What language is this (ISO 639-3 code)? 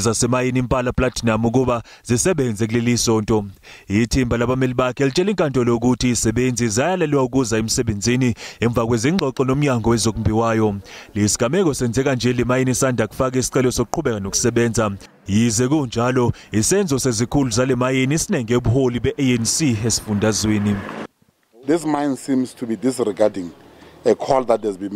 zul